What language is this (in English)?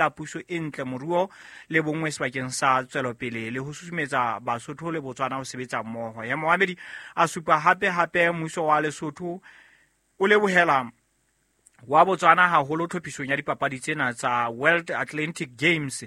Southern Sotho